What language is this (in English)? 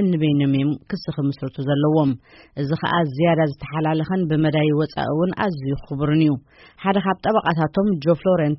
Tigrinya